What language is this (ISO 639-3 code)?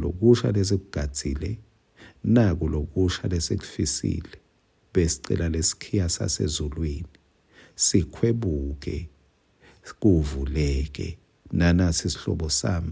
ssw